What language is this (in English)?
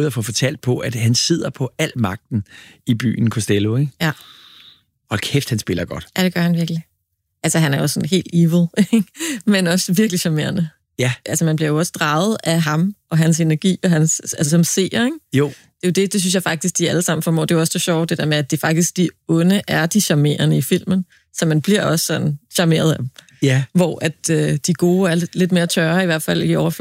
Danish